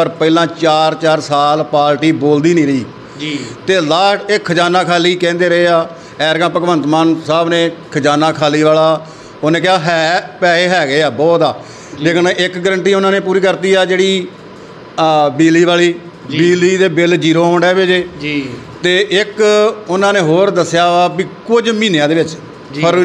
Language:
Punjabi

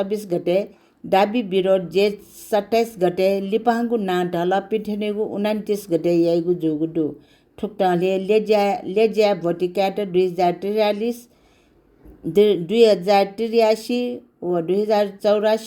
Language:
Newari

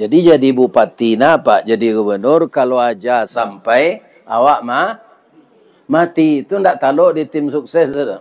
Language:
Minangkabau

